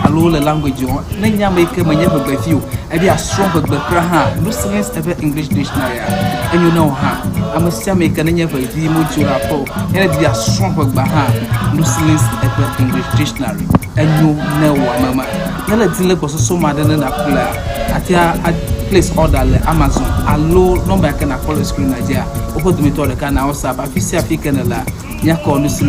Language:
Ewe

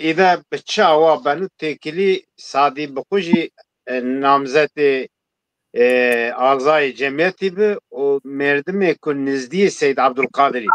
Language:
Zaza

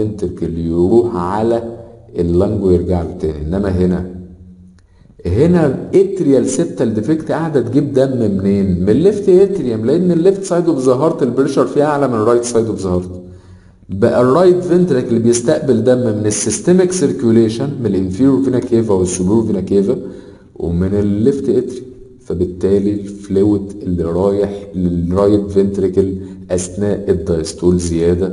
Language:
Egyptian Arabic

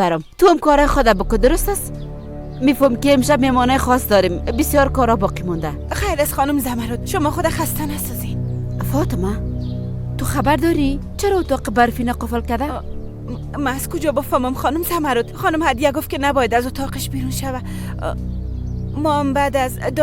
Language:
Persian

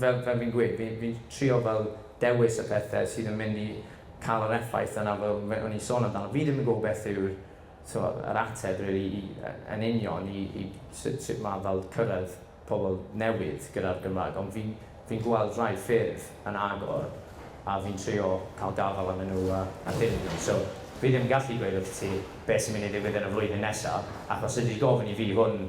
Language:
Welsh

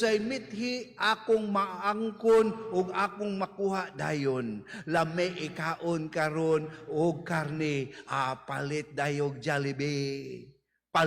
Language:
Cebuano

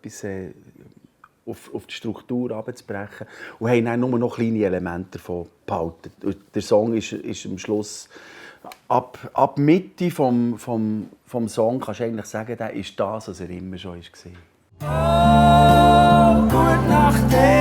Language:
Swiss German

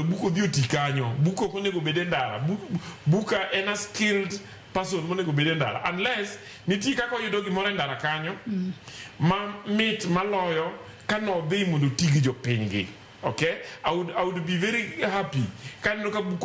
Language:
Luo (Kenya and Tanzania)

